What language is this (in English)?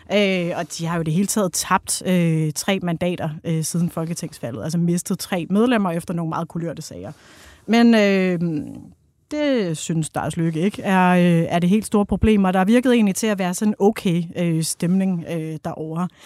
Danish